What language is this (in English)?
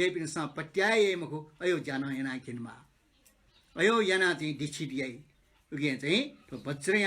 Newari